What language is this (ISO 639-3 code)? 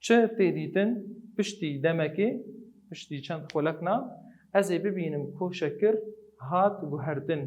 kur